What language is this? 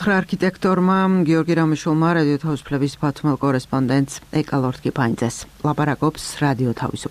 Georgian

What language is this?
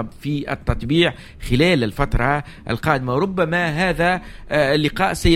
Tunisian Arabic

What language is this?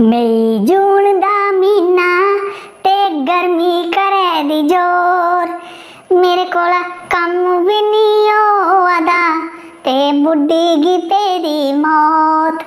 Dogri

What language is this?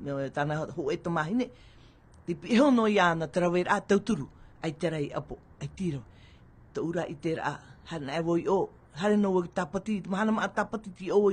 Tahitian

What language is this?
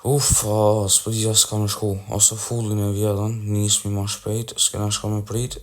Albanian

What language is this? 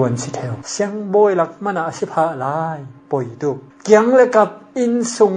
Falam Chin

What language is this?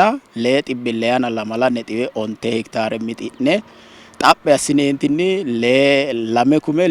Sidamo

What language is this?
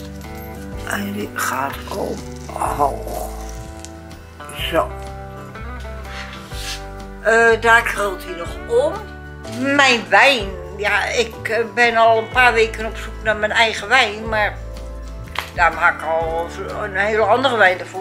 Dutch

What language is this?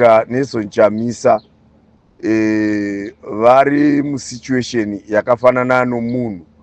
Shona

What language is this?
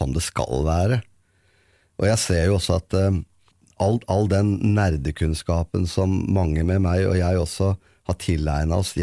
Norwegian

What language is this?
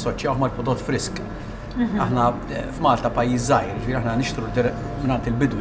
Maltese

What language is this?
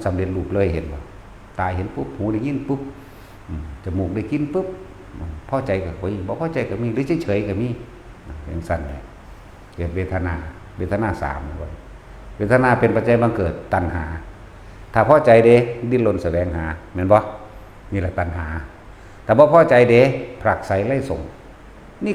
Northeastern Thai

